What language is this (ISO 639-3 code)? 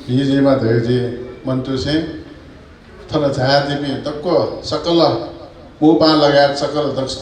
new